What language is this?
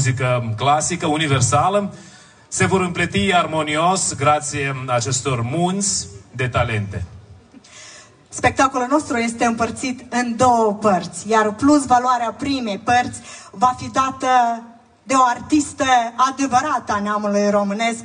Romanian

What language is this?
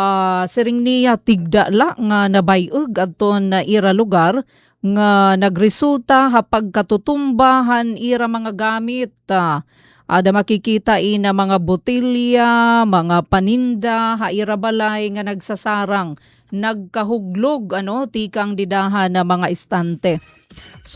Waray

